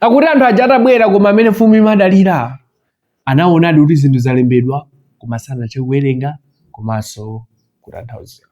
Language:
Nyanja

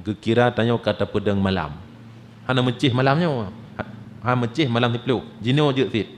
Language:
Achinese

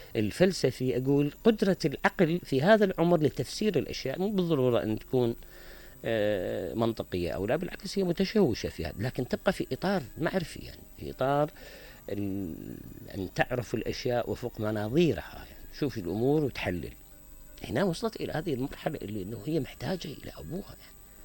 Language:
Mesopotamian Arabic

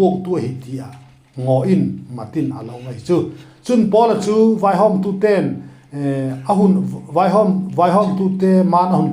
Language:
Vaiphei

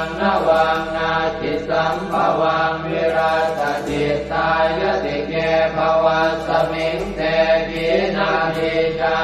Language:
Pali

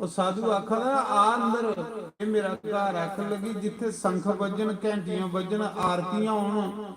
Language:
Dogri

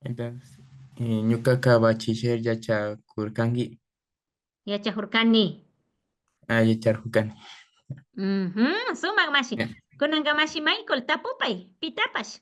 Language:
Imbabura Highland Quichua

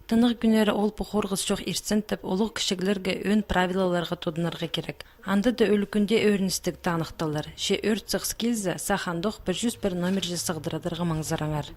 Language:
Khakas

